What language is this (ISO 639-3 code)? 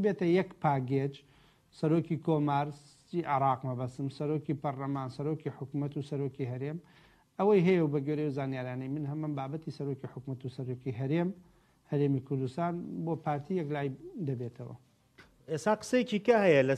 ckb